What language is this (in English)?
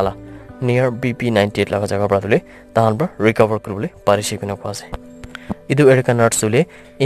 Naga Pidgin